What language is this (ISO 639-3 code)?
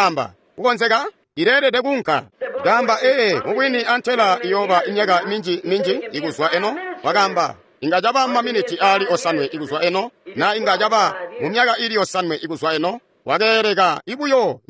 toi